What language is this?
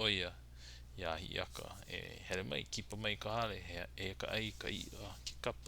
Hawaiian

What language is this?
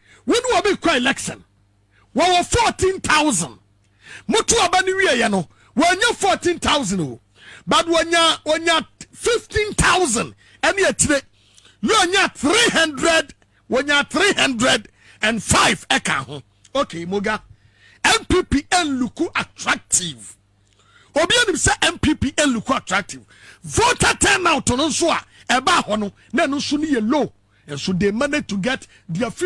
Akan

